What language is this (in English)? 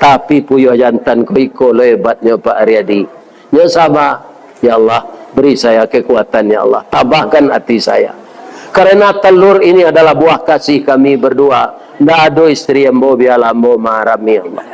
Minangkabau